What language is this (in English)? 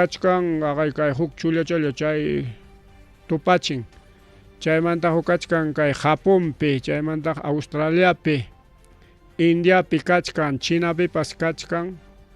Ayacucho Quechua